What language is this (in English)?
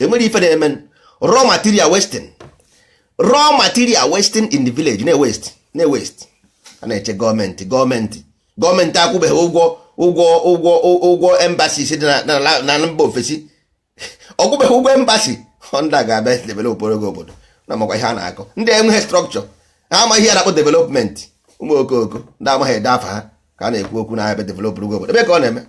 Igbo